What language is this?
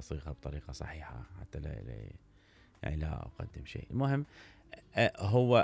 Mesopotamian Arabic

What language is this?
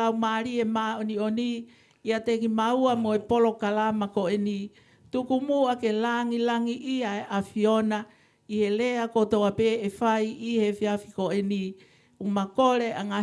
Tongan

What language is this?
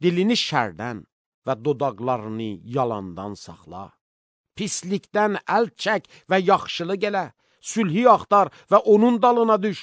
Azerbaijani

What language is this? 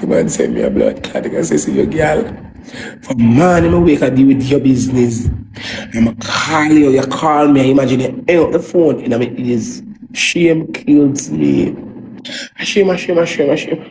Jamaican Creole English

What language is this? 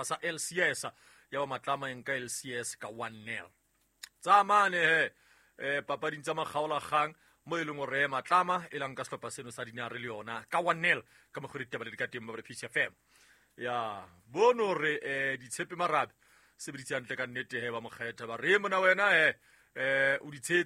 Southern Sotho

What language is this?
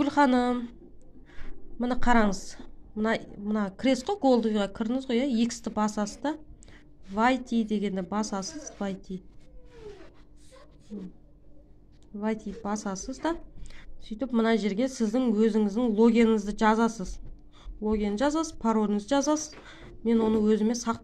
Kazakh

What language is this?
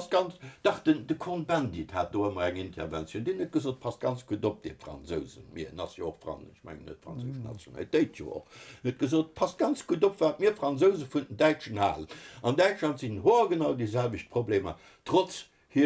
Luxembourgish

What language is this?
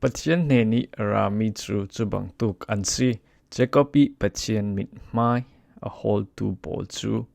Falam Chin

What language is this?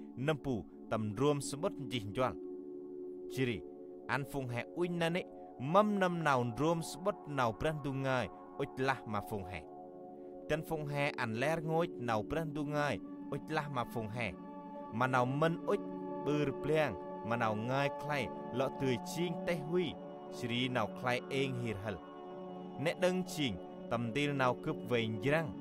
Central Mnong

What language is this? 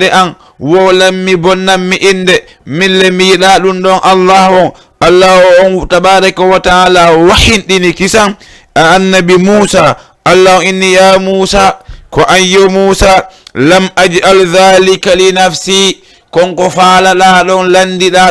Fula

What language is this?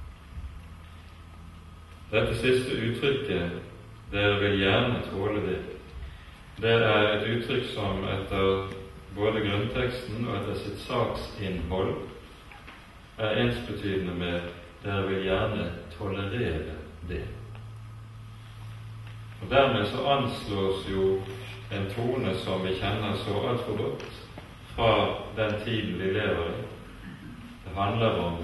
Norwegian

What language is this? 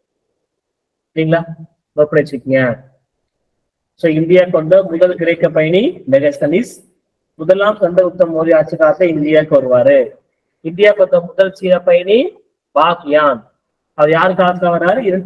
Tamil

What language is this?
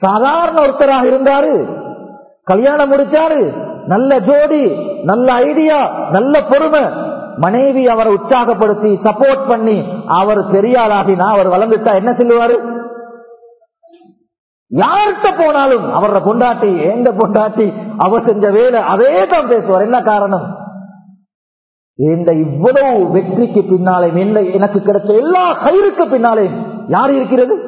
Tamil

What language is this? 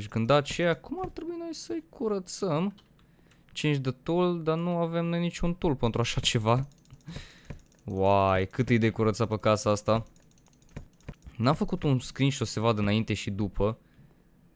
Romanian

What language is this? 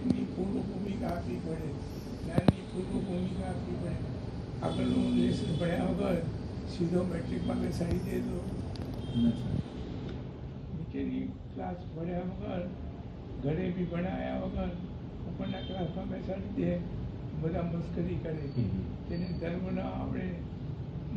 Gujarati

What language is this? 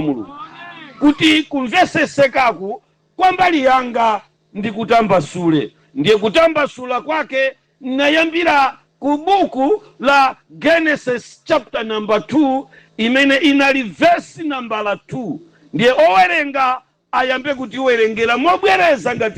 Nyanja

